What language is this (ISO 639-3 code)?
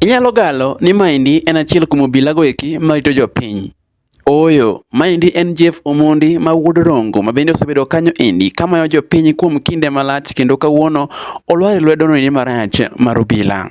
luo